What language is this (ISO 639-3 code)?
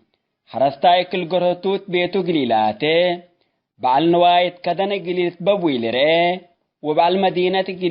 tig